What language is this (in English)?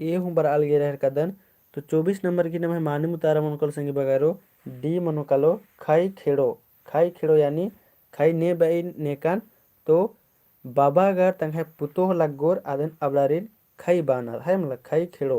Kurukh